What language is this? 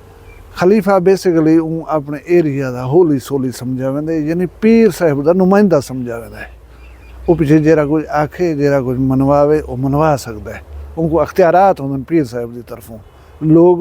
Saraiki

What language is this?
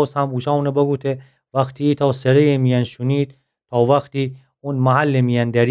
Gilaki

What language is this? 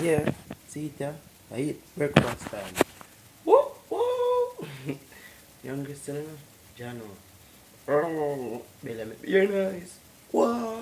Jamaican Creole English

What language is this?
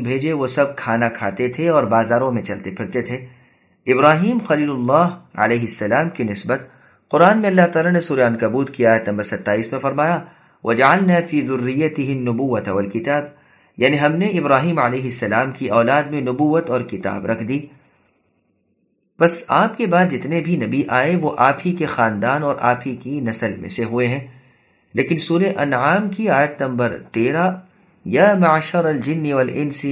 Urdu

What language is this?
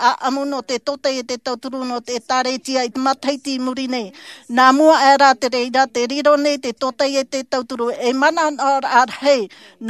Tahitian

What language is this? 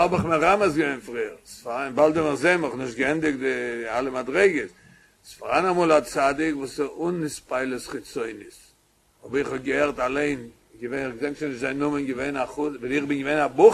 Yiddish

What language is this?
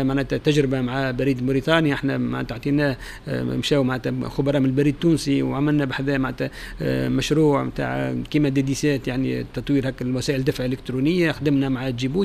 Tunisian Arabic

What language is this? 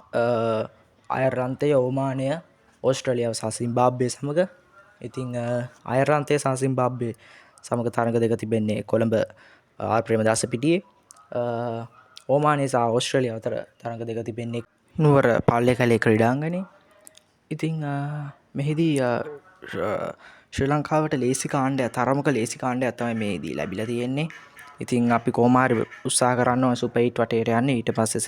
Sinhala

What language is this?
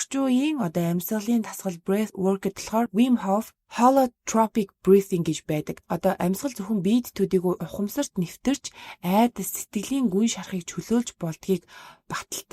Mongolian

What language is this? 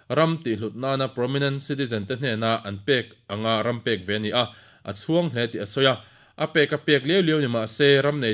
Mizo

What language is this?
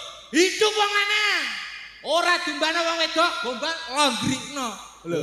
Javanese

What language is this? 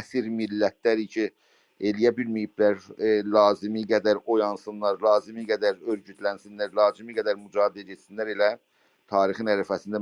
South Azerbaijani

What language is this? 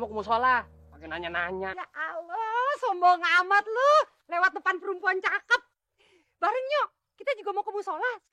Betawi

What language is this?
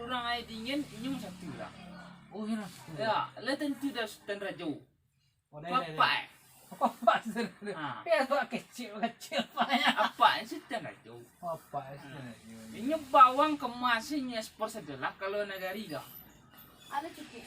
Minangkabau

